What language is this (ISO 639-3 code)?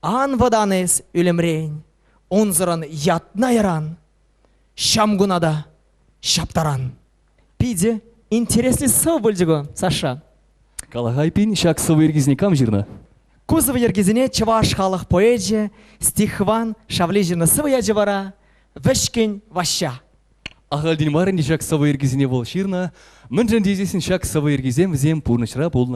chv